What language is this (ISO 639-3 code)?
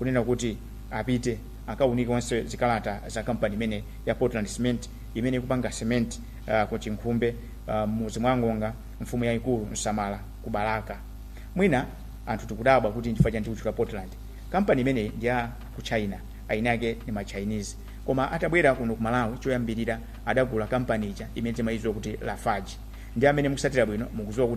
nya